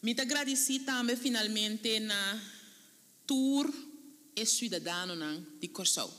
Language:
Papiamento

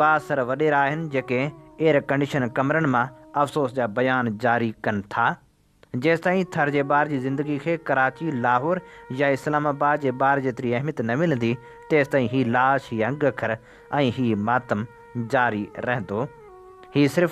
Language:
Sindhi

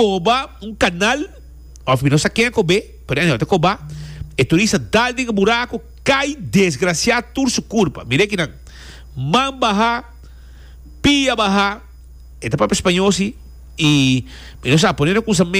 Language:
Papiamento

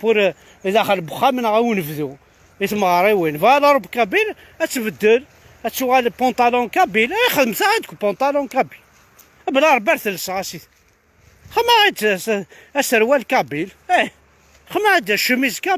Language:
Kabyle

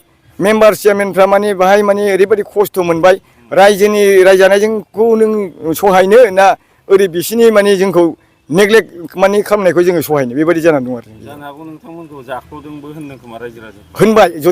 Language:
Bodo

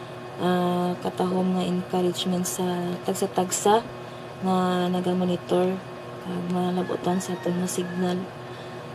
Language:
Hiligaynon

